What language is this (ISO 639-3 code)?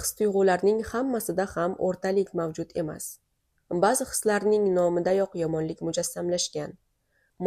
uzb